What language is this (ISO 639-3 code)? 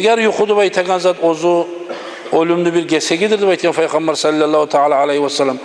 kum